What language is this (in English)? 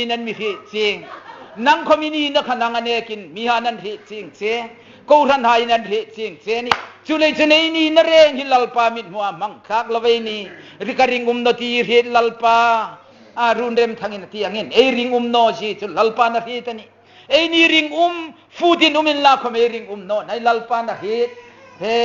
Hmar